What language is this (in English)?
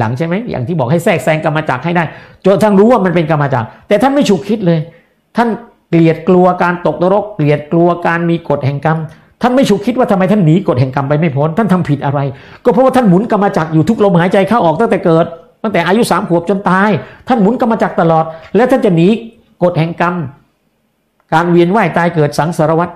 Thai